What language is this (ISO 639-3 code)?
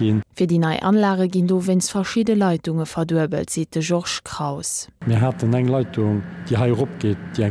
ltz